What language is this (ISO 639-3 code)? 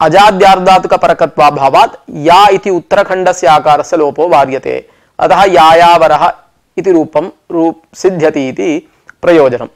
san